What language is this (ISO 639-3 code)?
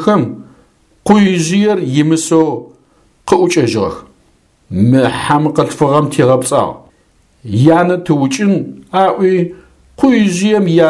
ady